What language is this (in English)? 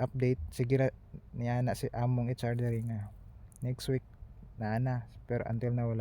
Cebuano